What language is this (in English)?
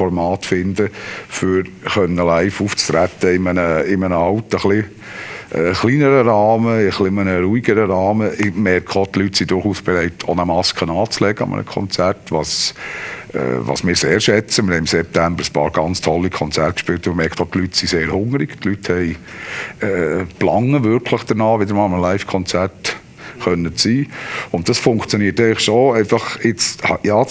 Swiss German